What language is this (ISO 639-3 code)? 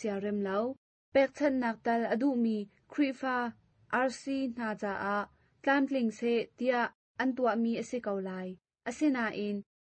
cnh